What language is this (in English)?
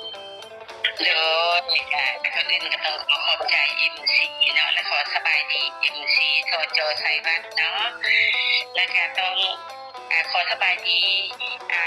Lao